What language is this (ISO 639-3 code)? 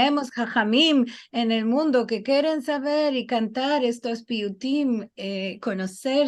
lad